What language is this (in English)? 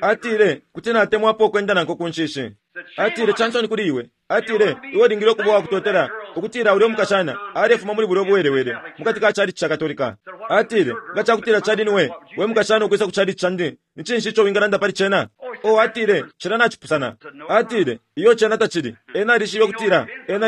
Bemba